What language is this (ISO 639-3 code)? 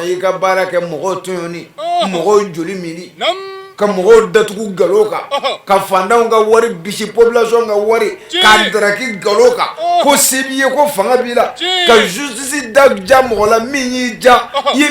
bam